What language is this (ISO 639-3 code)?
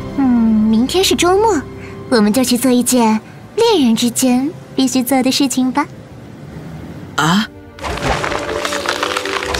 zho